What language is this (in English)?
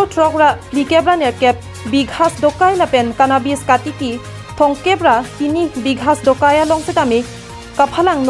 Karbi